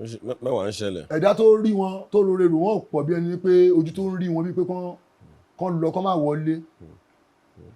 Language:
Yoruba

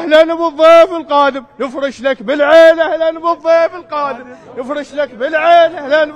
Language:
Mesopotamian Arabic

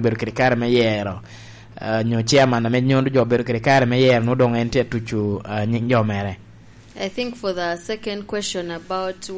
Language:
Lango (Uganda)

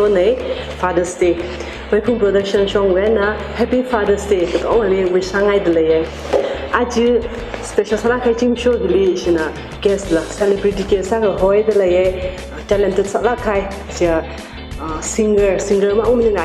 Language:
Tangkhul Naga (India)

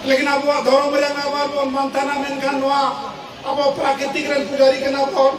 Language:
Santali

